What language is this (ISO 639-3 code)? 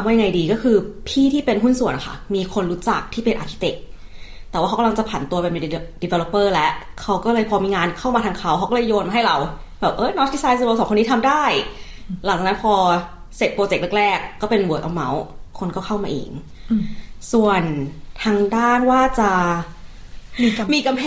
tha